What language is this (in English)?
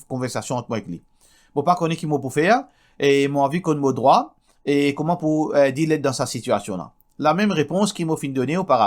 Morisyen